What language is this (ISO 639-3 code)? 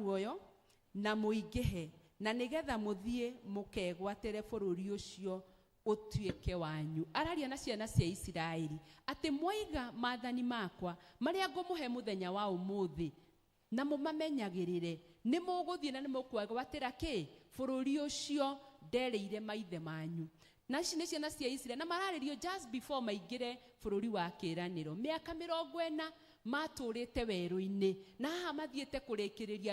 kik